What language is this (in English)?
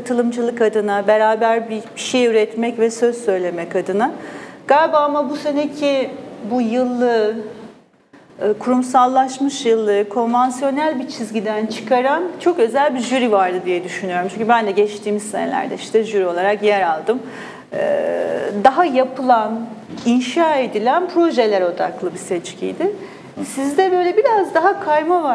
Turkish